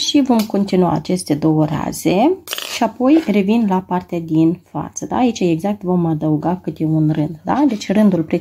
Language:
Romanian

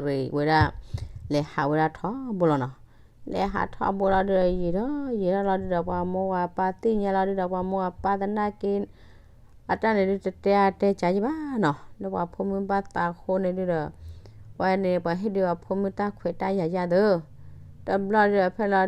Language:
S'gaw Karen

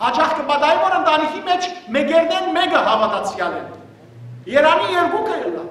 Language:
Western Armenian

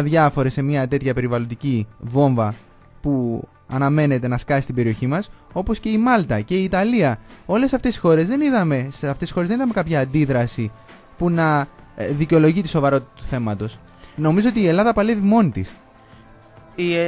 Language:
Greek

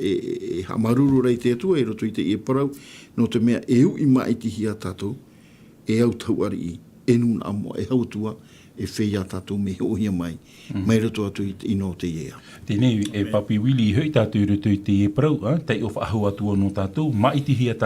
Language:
Tahitian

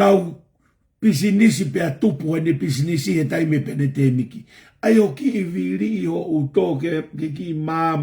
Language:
Tongan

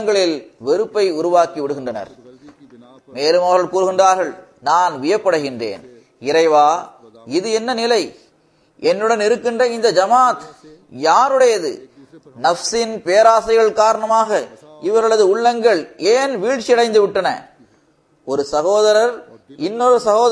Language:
Tamil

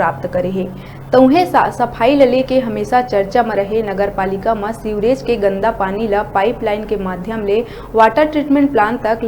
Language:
Chhattisgarhi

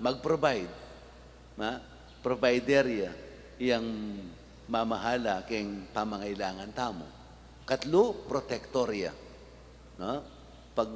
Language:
Pampanga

